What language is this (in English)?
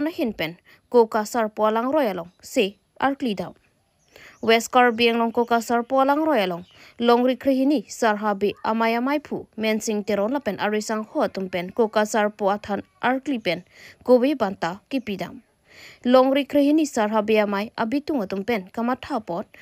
Karbi